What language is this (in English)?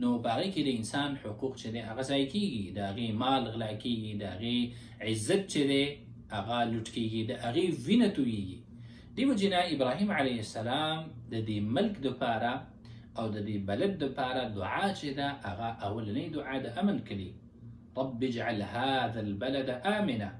Pashto